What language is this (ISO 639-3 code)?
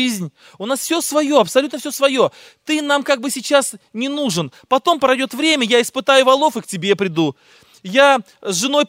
rus